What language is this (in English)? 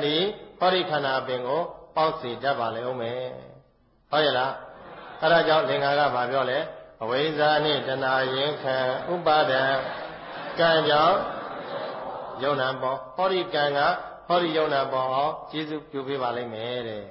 Burmese